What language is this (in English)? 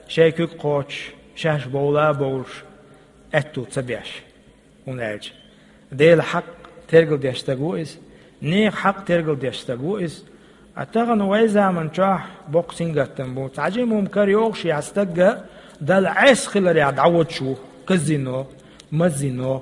Chechen